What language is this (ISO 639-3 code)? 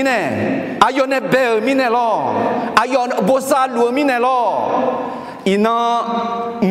ahk